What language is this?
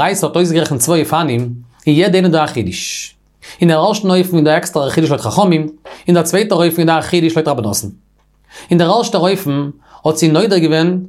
Yiddish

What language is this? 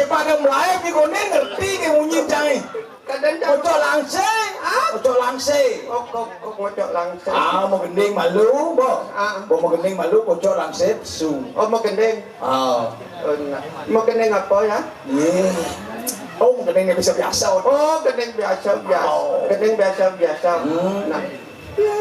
Balinese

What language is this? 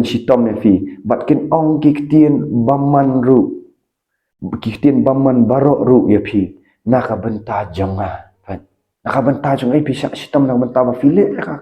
Khasi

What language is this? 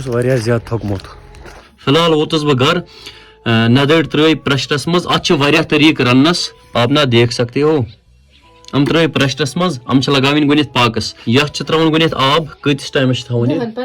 Kashmiri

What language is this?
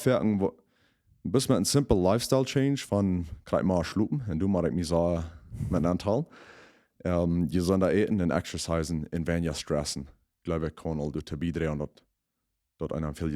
Plautdietsch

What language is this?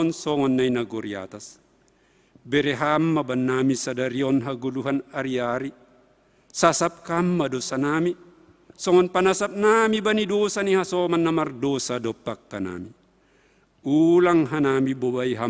Batak Simalungun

